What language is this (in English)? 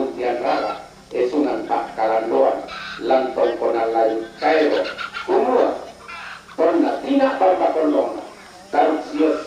Toraja-Sa'dan